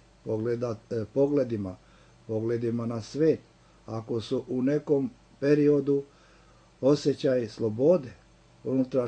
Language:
Serbian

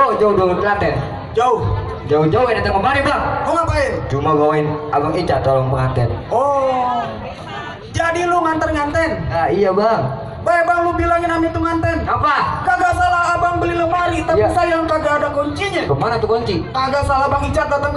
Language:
Betawi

